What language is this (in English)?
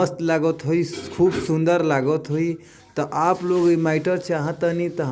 Bhojpuri